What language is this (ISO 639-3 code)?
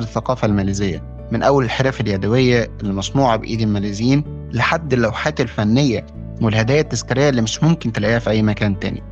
arz